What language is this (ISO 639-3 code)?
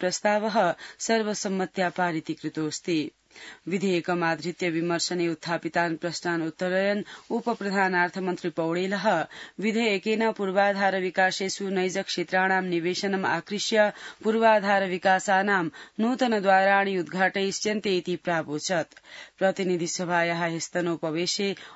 san